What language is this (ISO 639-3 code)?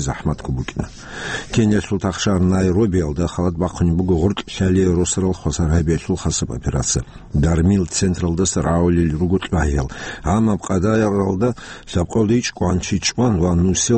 ava